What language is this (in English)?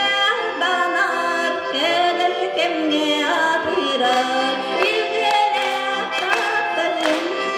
Yakut